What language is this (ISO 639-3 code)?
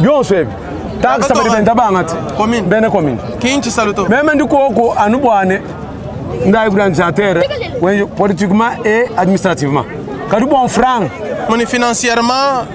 lua